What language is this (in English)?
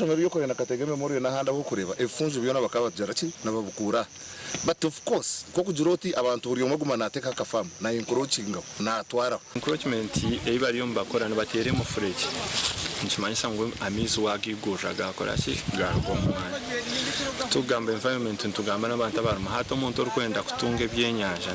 Nyankole